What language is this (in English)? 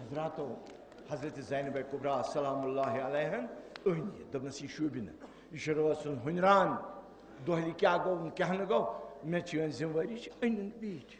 Kashmiri